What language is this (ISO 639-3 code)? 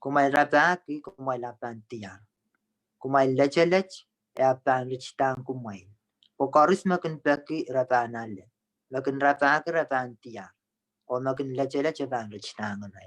pon